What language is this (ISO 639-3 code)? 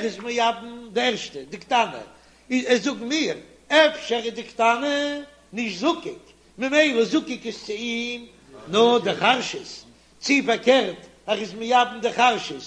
yid